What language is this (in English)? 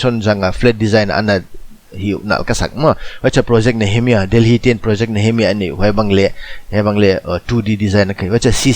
Paite Chin